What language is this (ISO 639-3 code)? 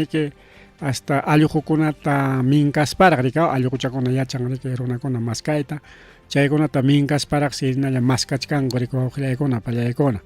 quy